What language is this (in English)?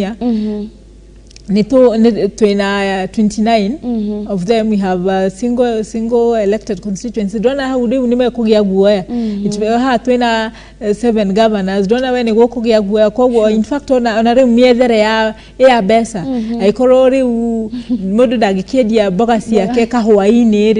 Kikuyu